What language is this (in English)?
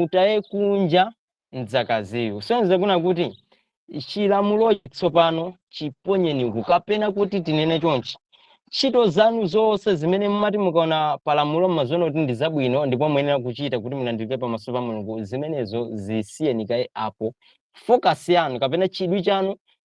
Nyanja